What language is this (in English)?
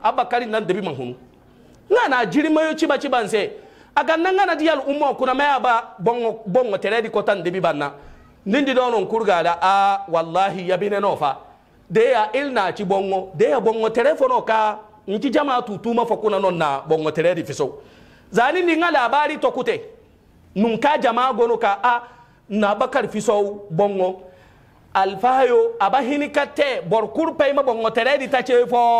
Hausa